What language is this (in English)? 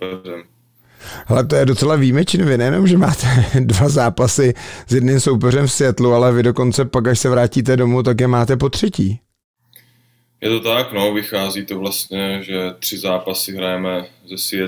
Czech